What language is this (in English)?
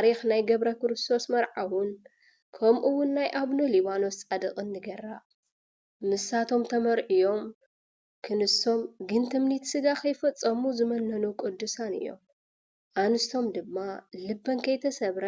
Tigrinya